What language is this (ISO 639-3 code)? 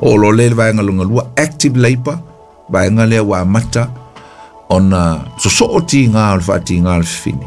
smo